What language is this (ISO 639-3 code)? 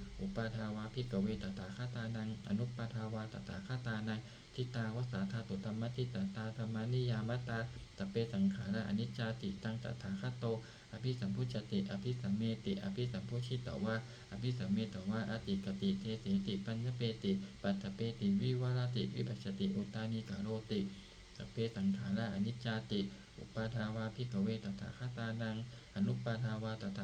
pli